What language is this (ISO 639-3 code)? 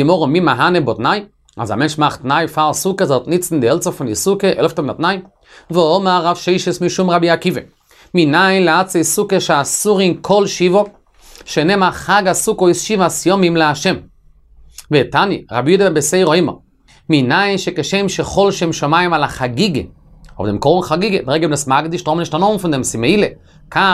yid